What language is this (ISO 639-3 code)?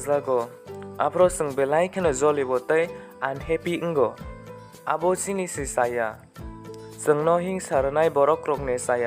trp